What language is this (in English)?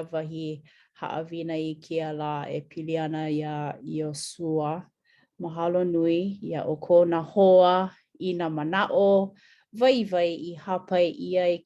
Hawaiian